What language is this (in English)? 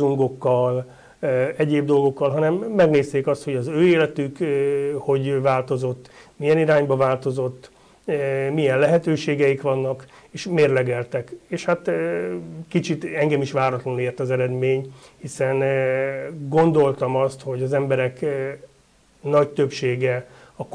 Hungarian